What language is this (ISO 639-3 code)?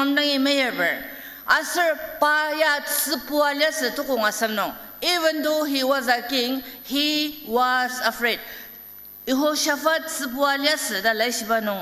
njo